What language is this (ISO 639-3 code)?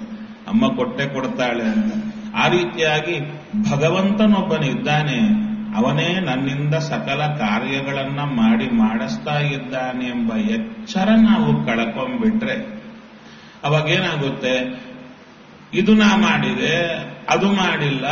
kan